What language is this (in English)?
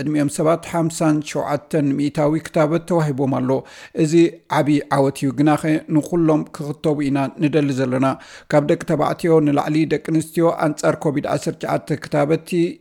Tigrinya